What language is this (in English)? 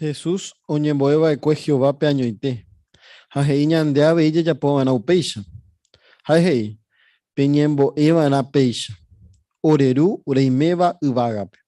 Guarani